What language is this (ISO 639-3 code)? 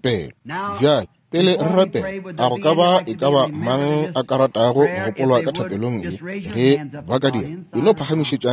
nso